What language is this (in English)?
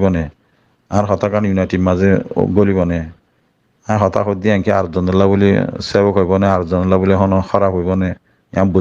Rohingya